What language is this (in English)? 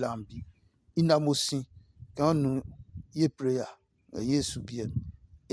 Adangme